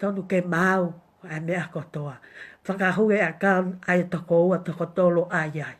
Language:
Tongan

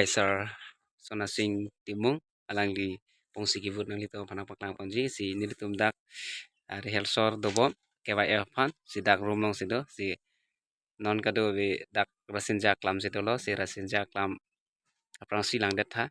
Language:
Karbi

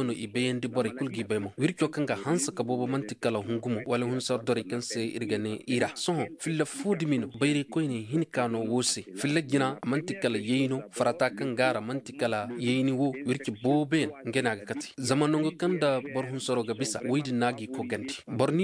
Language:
Zarma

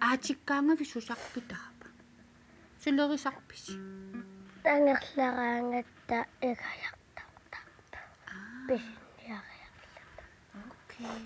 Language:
Kalaallisut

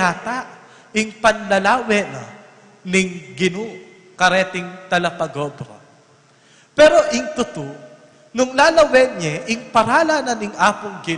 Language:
Pampanga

